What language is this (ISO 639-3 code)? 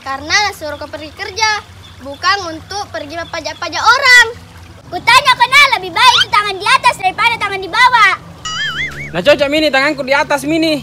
mfp